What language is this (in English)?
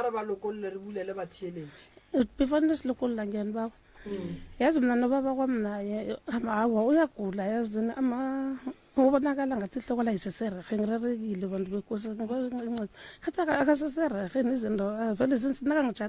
Northern Sotho